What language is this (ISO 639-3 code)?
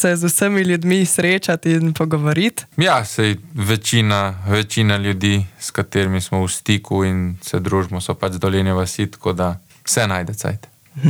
slv